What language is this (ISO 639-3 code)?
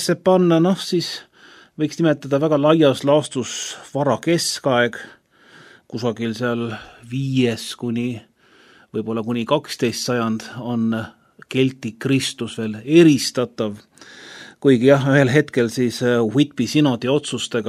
est